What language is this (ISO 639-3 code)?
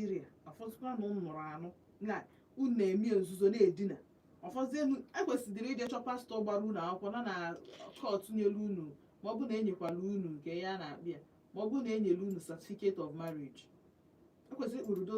ibo